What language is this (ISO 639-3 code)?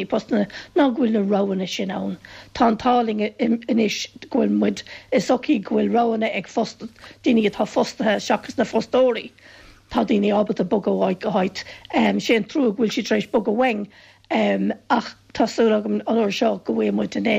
gle